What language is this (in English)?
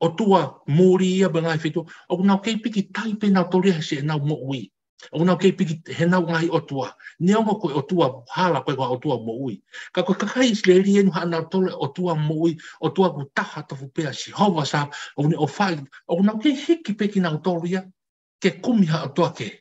Tongan